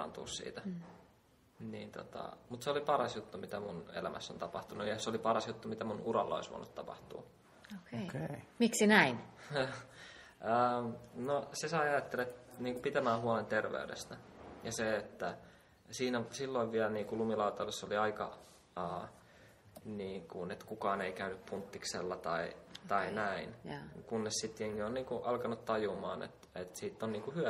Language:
Finnish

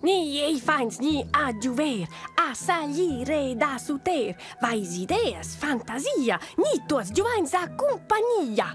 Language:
Romansh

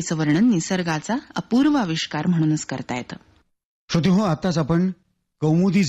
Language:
Marathi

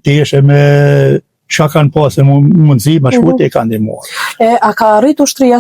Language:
Albanian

